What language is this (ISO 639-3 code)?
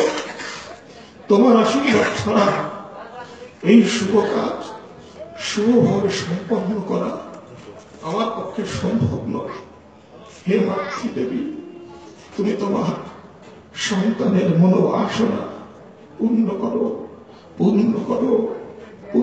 ben